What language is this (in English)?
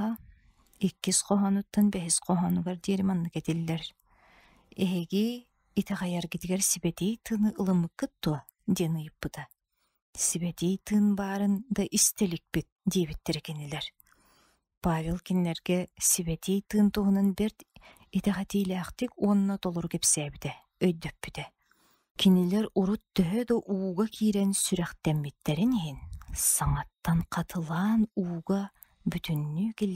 Yakut